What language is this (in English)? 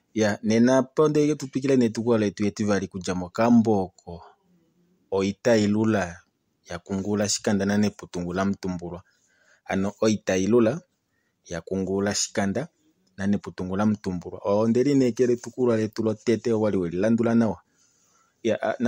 Kuanyama